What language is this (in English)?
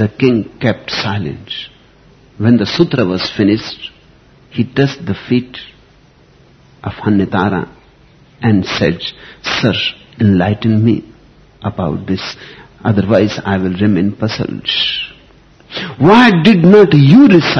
English